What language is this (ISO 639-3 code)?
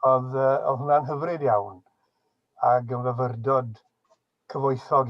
cym